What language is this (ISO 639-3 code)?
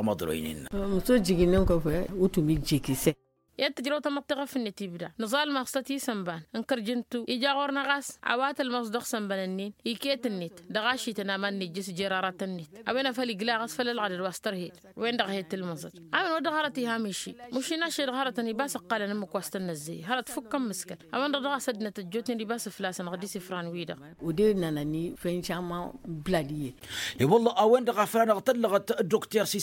taq